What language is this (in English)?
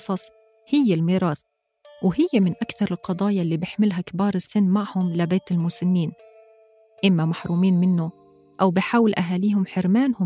North Levantine Arabic